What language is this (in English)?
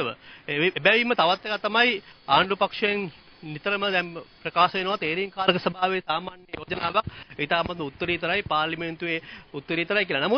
Sinhala